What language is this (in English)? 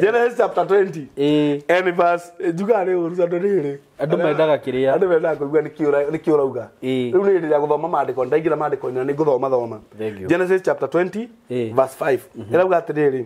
Kikuyu